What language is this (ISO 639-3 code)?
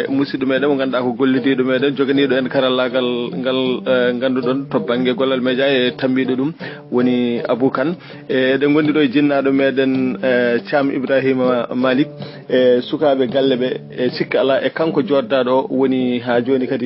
ful